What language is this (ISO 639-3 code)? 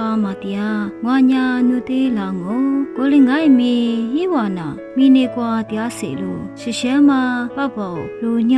lis